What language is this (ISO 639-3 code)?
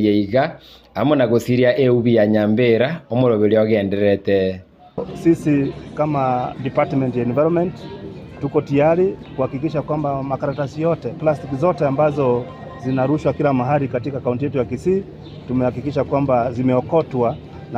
guz